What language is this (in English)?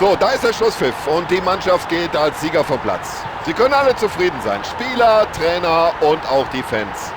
Bavarian